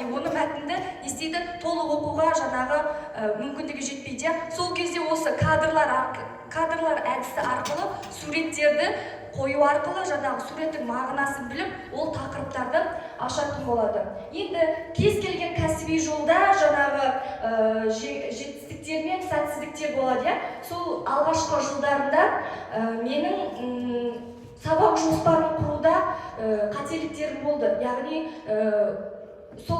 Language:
Kazakh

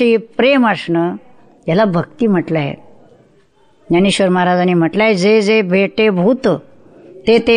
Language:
Marathi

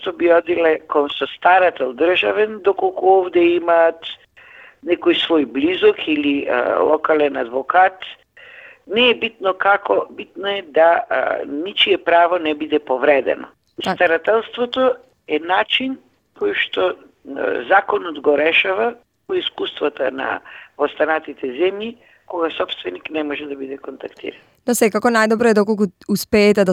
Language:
Macedonian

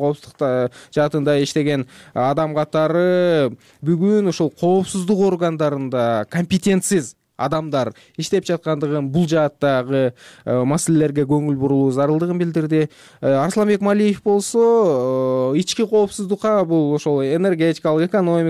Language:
Kyrgyz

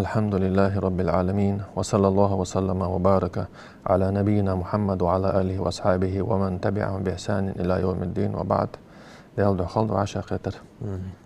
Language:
Ingush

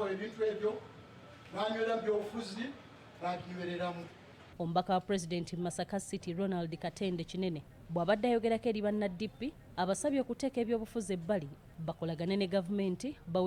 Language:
Ganda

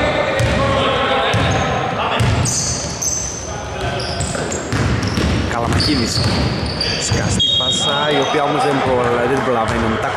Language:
Greek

